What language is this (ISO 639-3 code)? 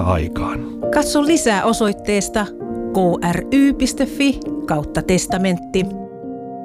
fin